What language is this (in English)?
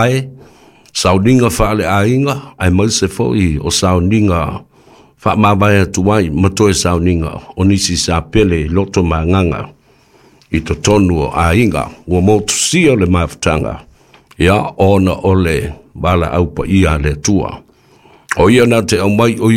Samoan